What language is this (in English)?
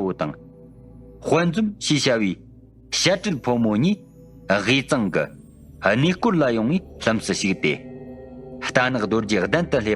Tibetan